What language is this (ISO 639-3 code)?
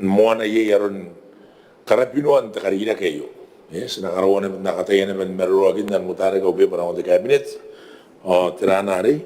gil